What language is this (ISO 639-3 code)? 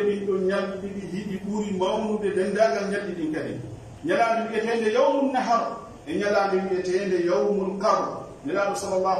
fuf